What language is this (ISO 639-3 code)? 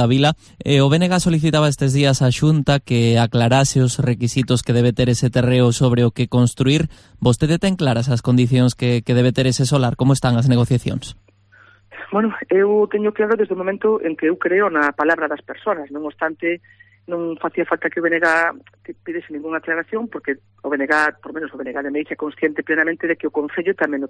glg